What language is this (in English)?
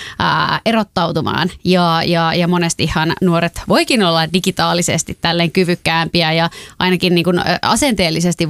Finnish